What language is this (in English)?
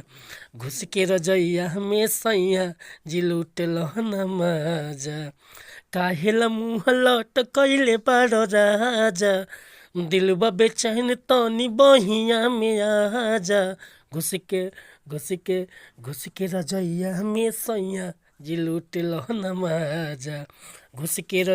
Bhojpuri